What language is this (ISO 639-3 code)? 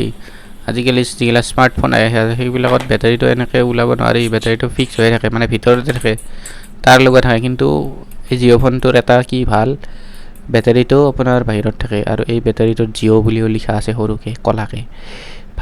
asm